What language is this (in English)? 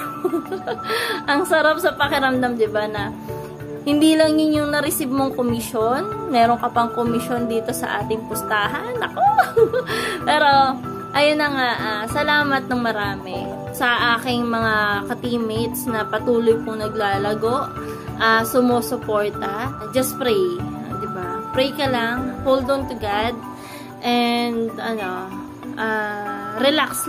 Filipino